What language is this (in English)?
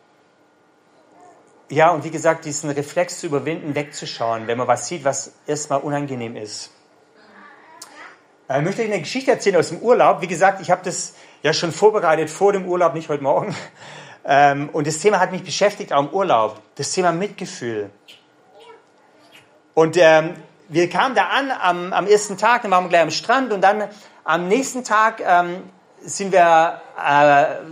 German